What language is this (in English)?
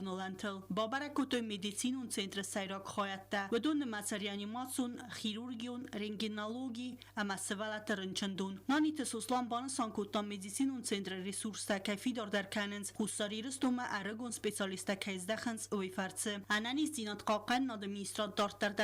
Ossetic